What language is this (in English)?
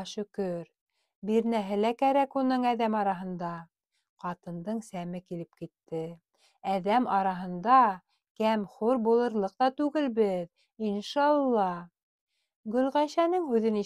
Bashkir